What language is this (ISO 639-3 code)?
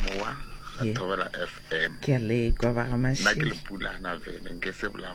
nso